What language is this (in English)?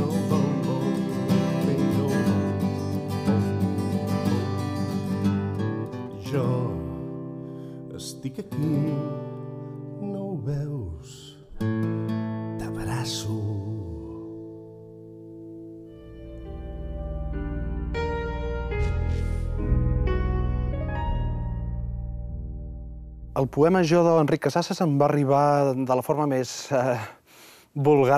Catalan